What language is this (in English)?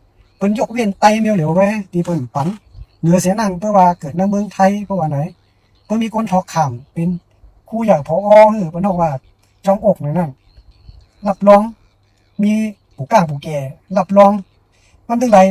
Shan